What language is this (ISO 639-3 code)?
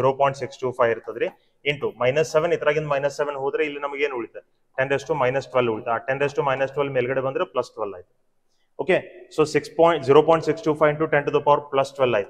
kan